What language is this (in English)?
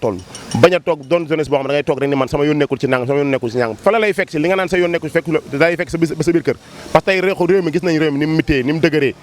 Wolof